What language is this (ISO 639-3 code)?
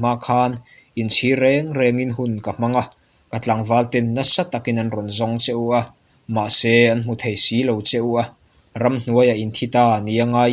lus